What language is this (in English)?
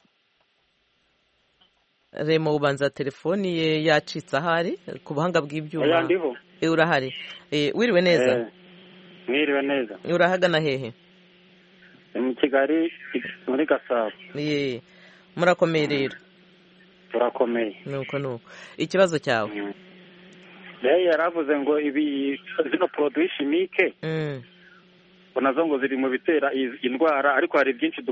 Kinyarwanda